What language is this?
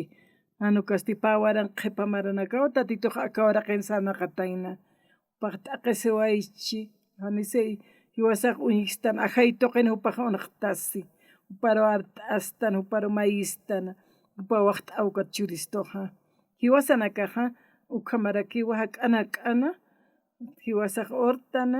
Aymara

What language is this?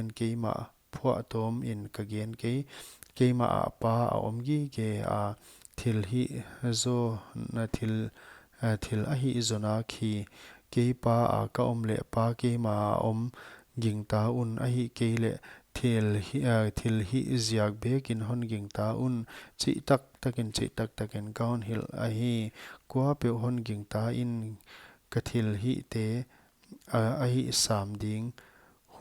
Paite Chin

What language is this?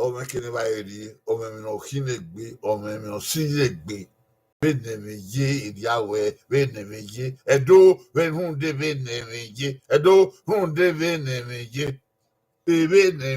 Bini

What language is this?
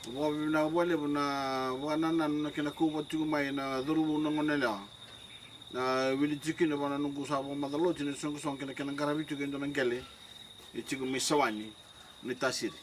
Fijian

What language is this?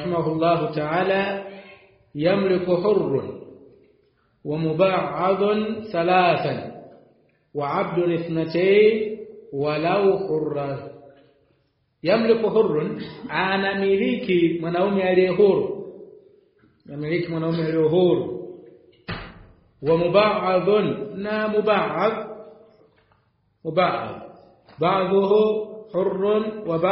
Swahili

